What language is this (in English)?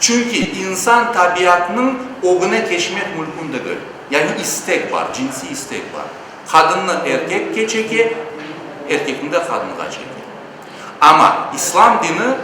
Crimean Tatar